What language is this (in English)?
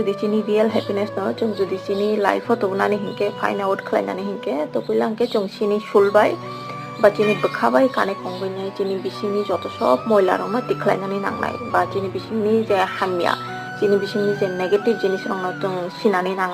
Kok Borok